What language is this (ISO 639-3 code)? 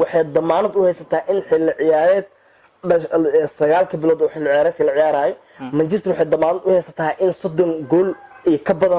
som